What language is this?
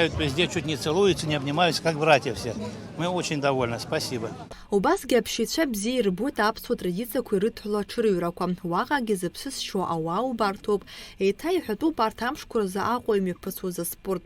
Abkhazian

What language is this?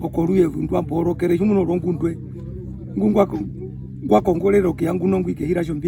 Herero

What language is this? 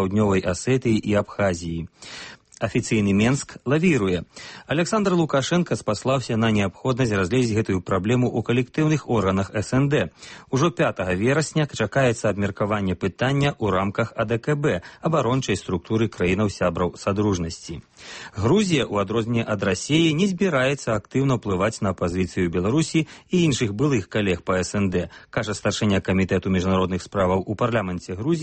Belarusian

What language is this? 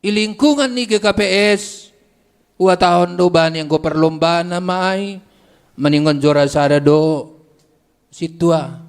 Batak Simalungun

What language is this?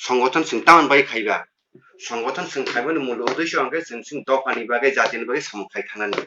Kok Borok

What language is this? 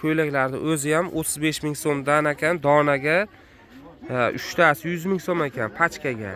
Uzbek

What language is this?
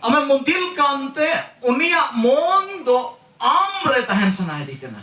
Santali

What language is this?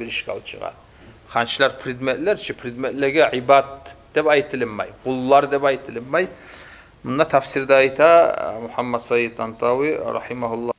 Kumyk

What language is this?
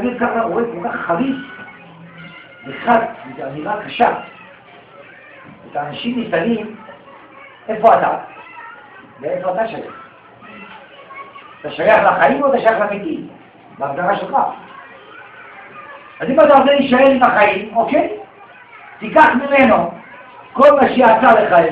Hebrew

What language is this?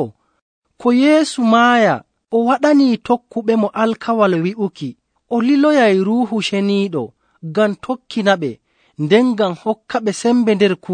Nigerian Fulfulde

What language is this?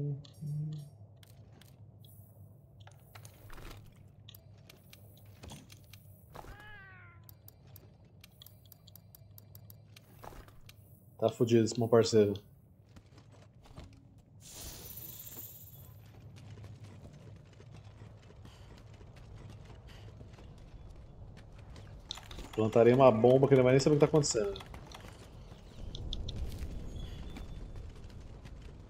Portuguese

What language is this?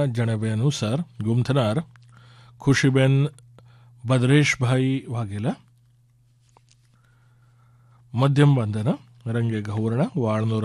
Gujarati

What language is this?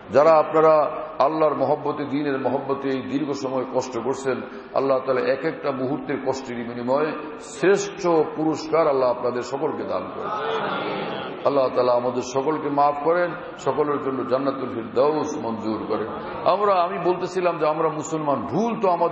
Bangla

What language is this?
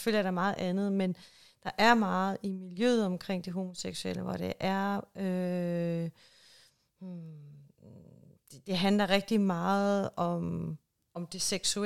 Danish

